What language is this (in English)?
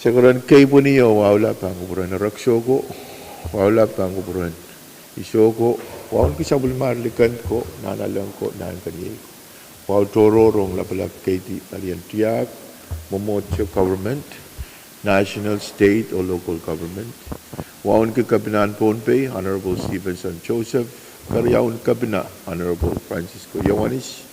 Pohnpeian